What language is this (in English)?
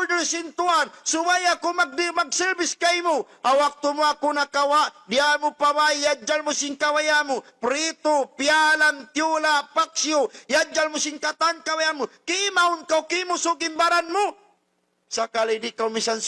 Tausug